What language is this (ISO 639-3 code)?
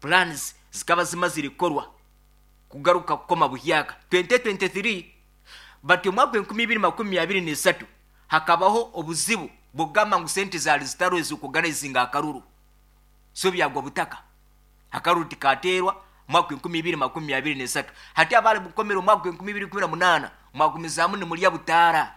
nyn